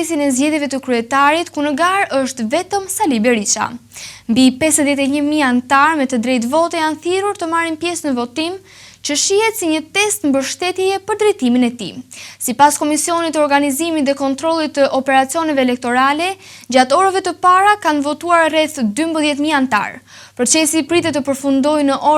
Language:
Albanian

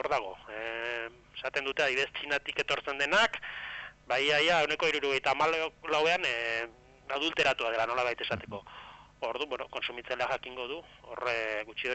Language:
Basque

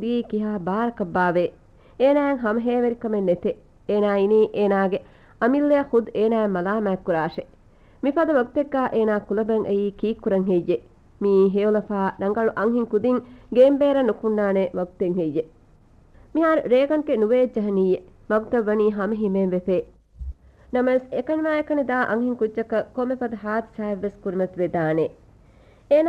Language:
Divehi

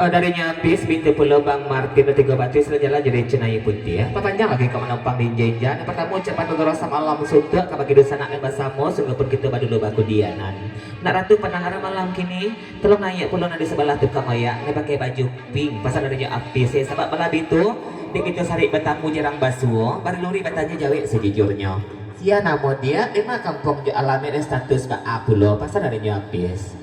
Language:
Minangkabau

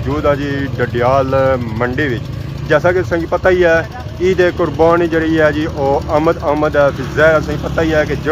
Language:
Pahari-Potwari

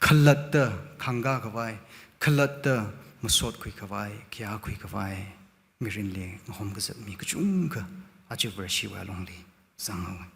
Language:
Tangkhul Naga (India)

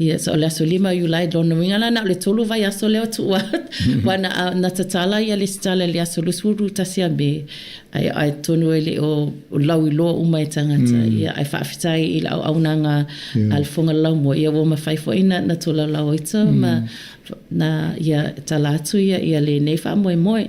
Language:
Samoan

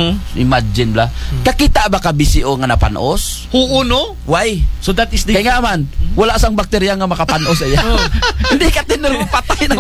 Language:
Aklanon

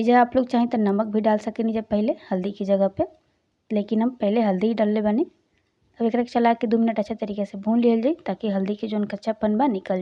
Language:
Bhojpuri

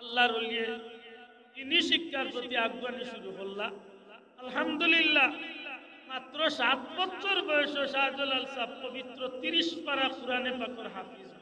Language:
Sylheti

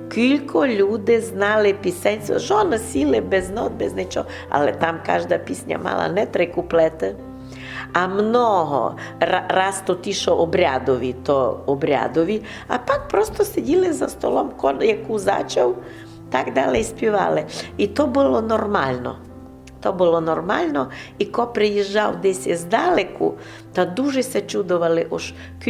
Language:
Rusyn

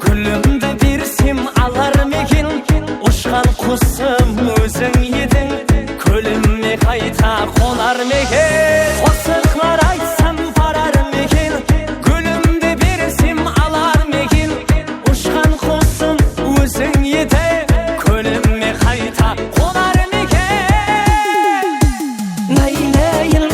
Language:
Kara-Kalpak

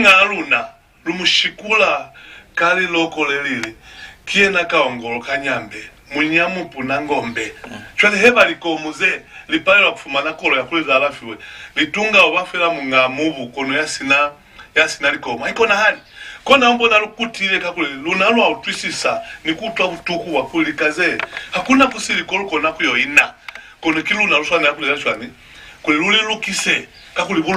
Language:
Lozi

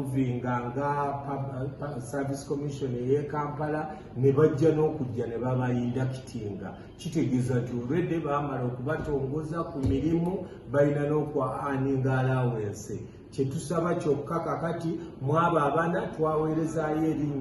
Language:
Ganda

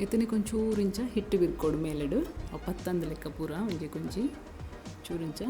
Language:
Tulu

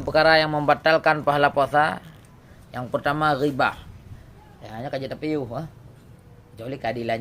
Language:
Achinese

